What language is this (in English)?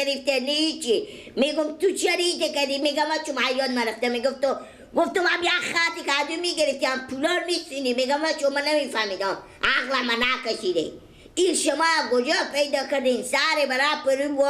Persian